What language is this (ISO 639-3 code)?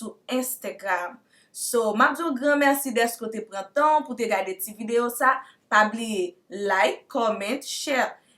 hat